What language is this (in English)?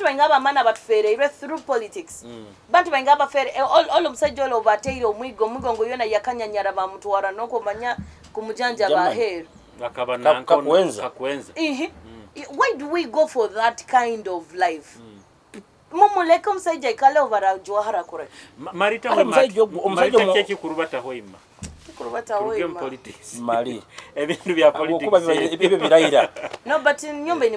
Nyoro